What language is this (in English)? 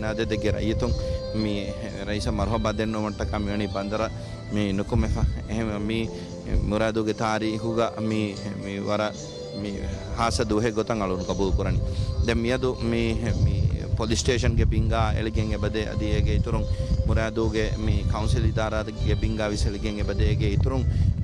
Divehi